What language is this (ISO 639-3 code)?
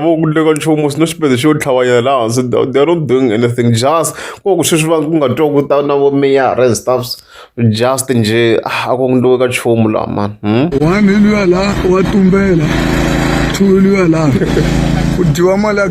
tso